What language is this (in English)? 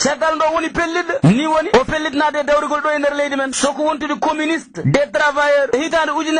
Fula